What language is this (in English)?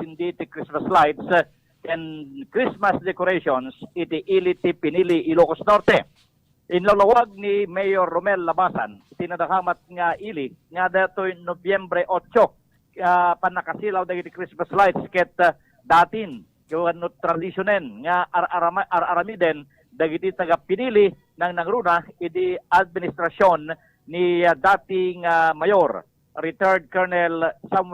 Iloko